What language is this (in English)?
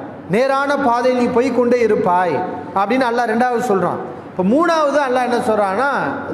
Tamil